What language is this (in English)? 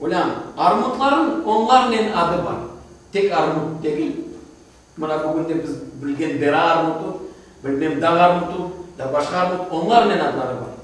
Crimean Tatar